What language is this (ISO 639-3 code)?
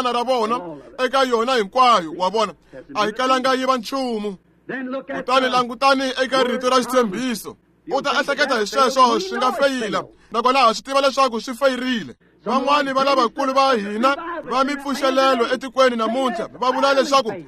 tso